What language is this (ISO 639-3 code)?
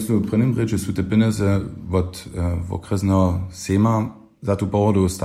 hsb